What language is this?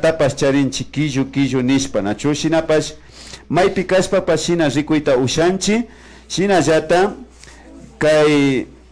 Imbabura Highland Quichua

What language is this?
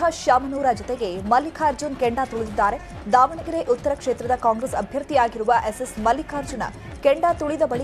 Kannada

